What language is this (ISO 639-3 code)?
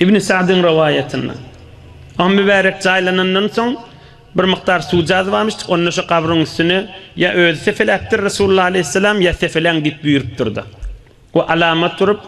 tuk